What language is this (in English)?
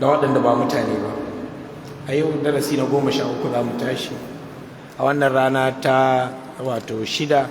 Hausa